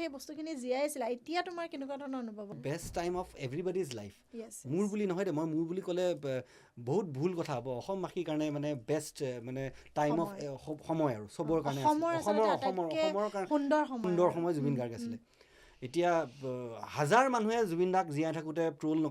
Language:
Assamese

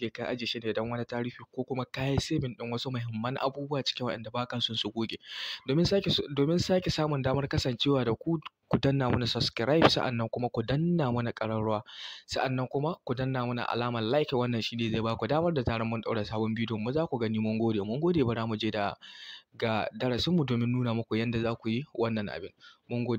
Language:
Hausa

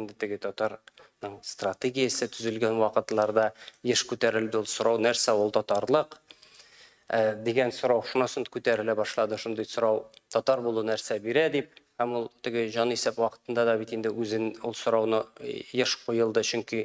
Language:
Tatar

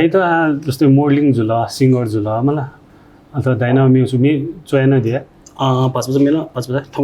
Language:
Newari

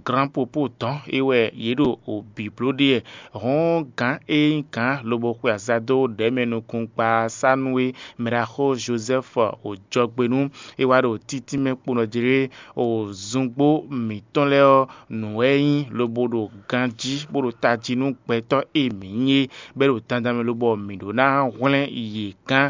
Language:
Fon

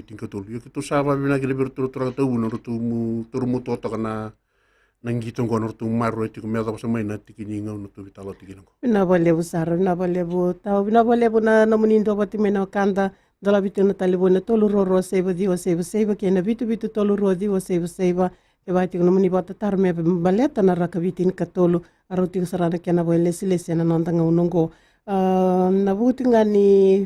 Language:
Fijian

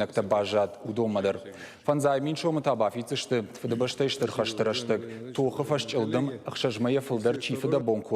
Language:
Ossetic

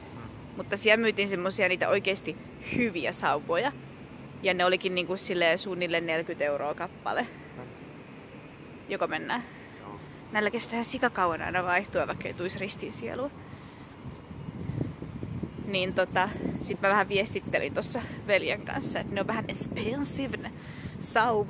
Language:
Finnish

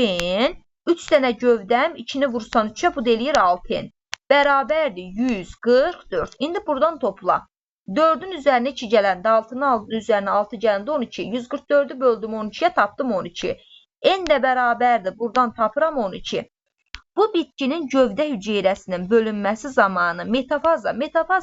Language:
Azerbaijani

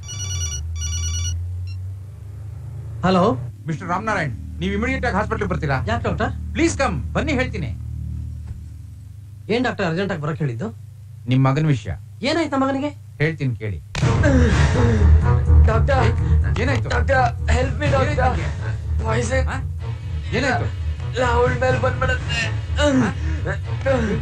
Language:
Kannada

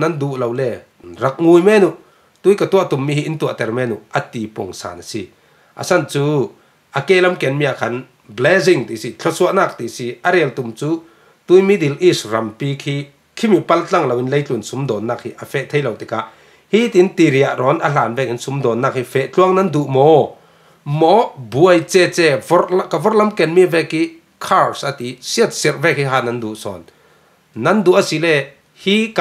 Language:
Falam Chin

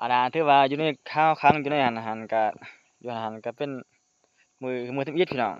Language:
Lao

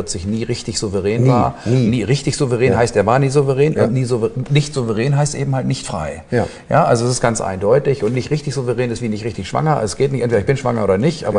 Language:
German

